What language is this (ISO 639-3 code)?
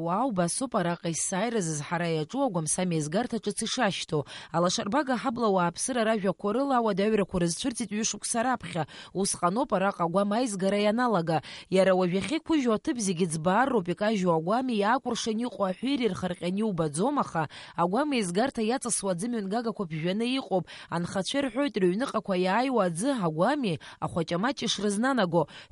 abk